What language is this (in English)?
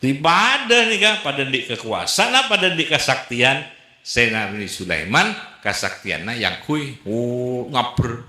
Madurese